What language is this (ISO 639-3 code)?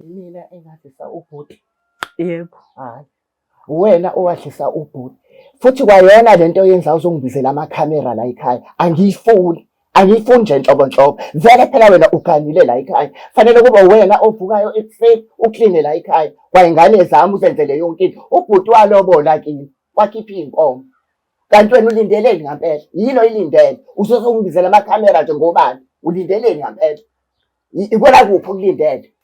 zul